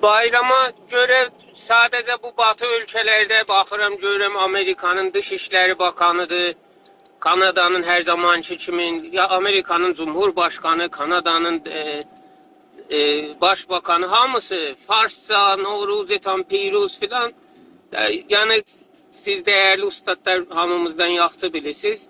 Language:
South Azerbaijani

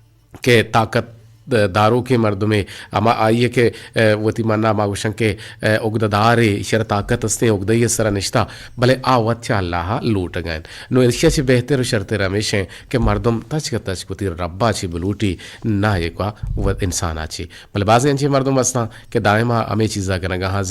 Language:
Eastern Balochi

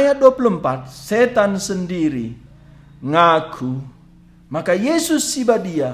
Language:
Batak Karo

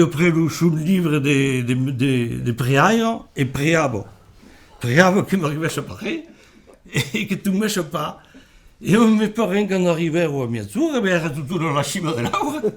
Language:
Occitan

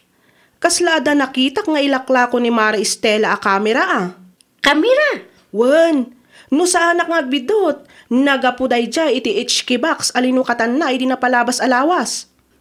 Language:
Iloko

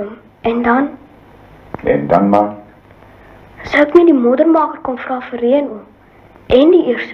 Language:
Afrikaans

